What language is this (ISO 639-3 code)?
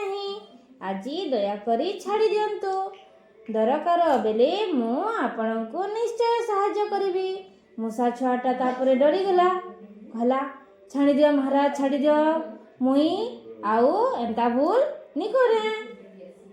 ori